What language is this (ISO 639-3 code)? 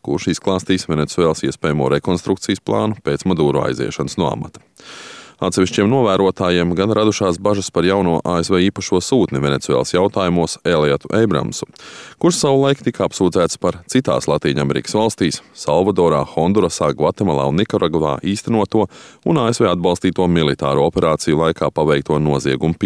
lav